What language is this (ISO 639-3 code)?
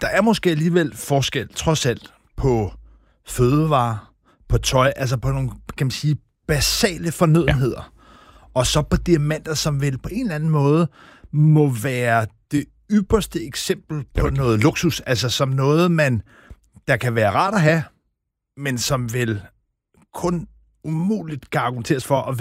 dan